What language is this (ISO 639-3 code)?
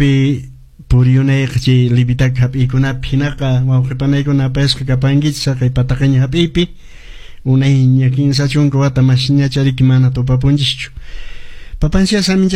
que